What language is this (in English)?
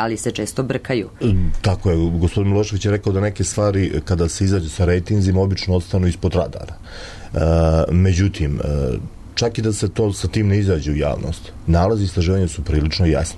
Serbian